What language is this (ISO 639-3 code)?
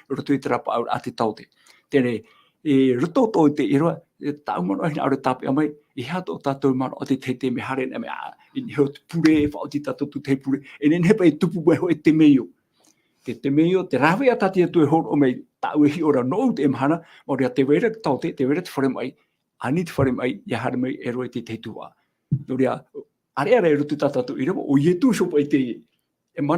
tah